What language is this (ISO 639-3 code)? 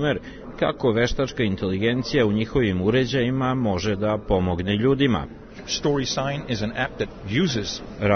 srp